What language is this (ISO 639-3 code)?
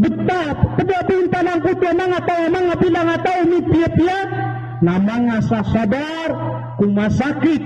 mrw